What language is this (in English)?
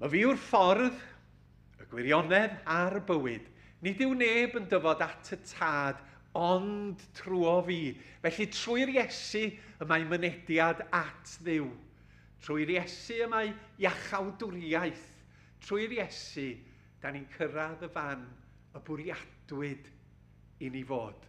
Welsh